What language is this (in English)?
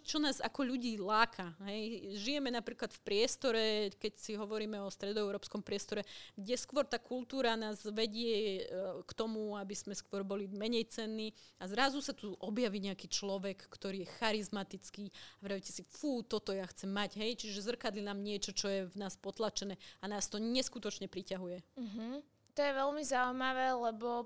Slovak